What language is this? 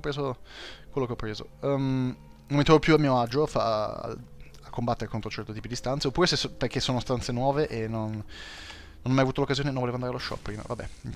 Italian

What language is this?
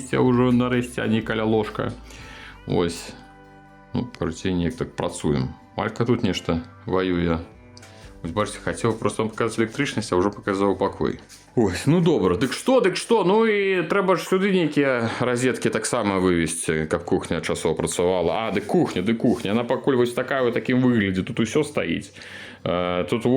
Belarusian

